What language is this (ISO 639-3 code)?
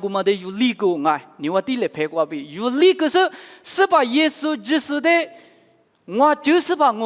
lis